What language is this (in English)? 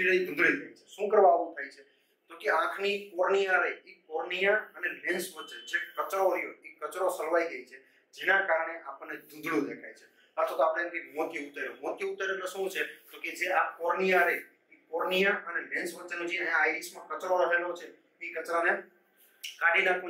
Gujarati